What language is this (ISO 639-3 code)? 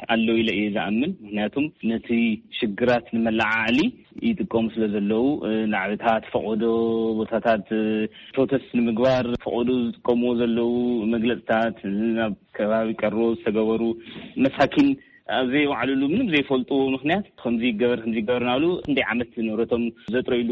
tir